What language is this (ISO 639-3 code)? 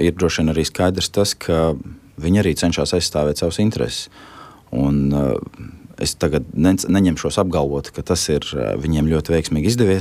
lav